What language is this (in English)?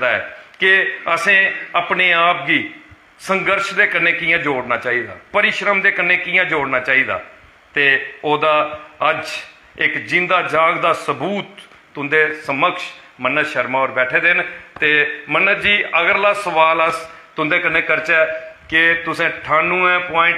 Dogri